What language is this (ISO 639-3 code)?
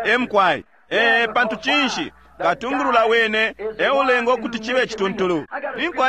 bem